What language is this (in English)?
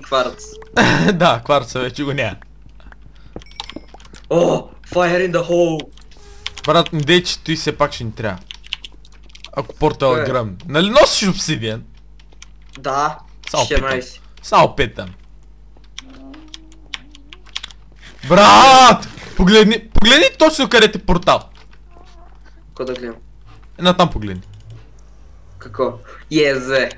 Bulgarian